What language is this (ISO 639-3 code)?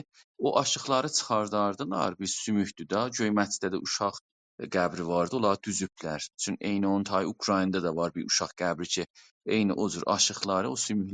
azb